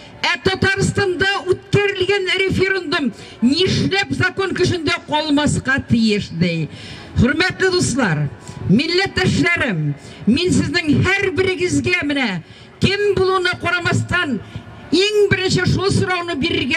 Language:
Tatar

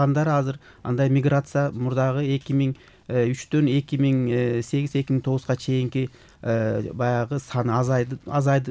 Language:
Kyrgyz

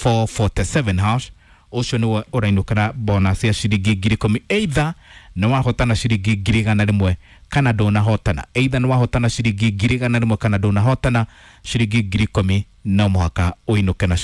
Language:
Kikuyu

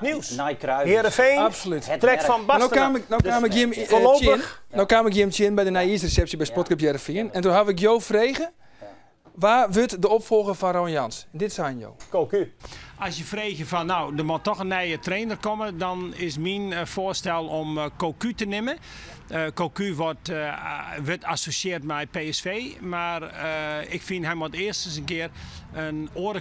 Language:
Western Frisian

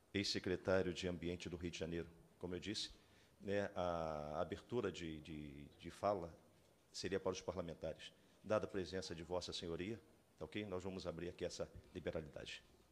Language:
Portuguese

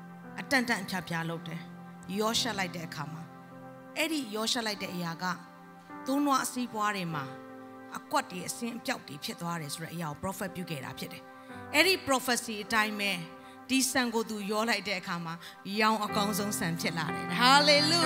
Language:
Burmese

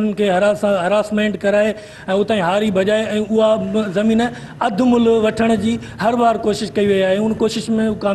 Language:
Sindhi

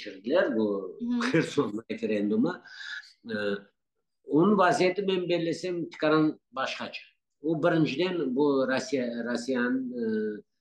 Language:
Crimean Tatar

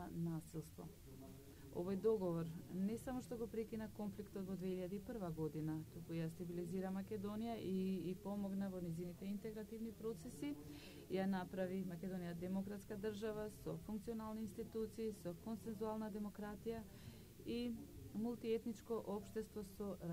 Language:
Macedonian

